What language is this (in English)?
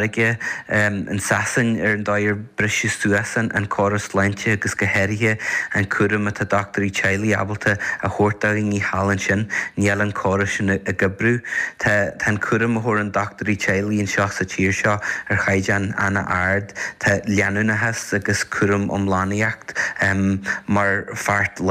Irish